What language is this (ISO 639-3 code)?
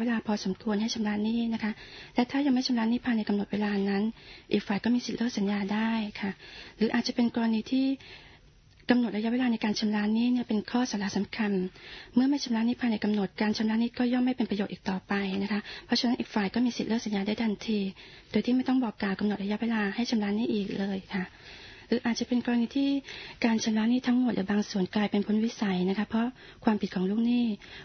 tha